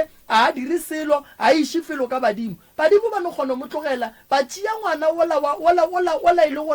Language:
Northern Sotho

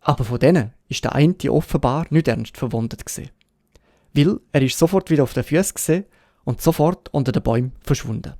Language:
Swiss German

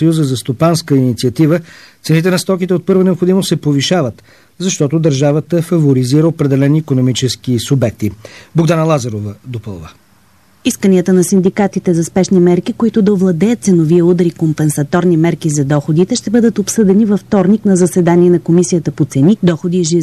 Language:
Bulgarian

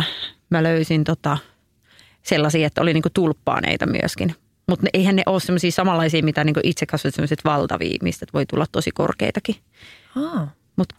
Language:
Finnish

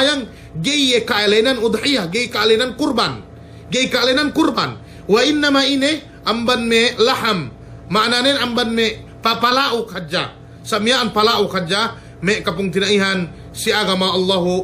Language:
Yakan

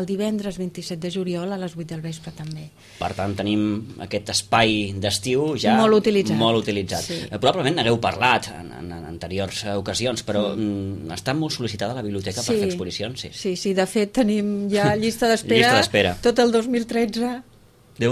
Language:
Catalan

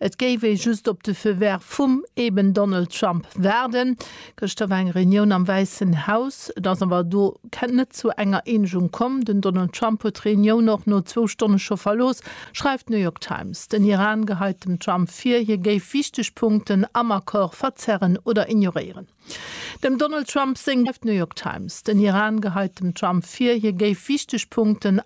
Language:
Luxembourgish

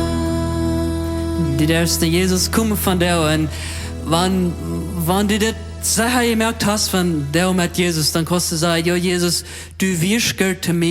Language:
Plautdietsch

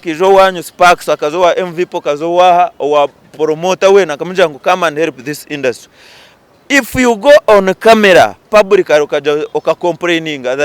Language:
Nyankole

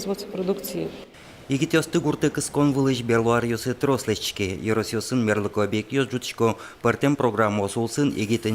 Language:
Udmurt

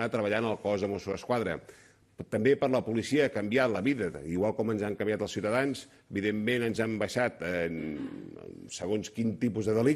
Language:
Catalan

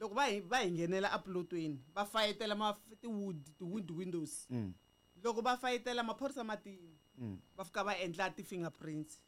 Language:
Tsonga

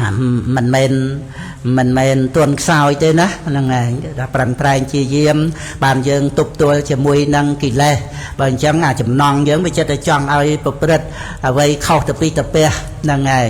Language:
Khmer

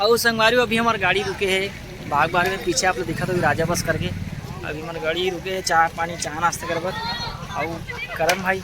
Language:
Chhattisgarhi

